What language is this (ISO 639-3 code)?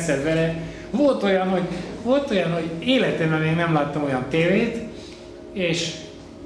hun